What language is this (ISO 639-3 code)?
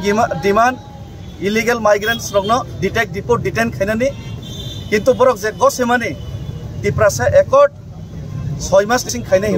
trp